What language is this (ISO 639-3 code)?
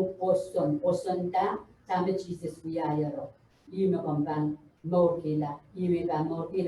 pon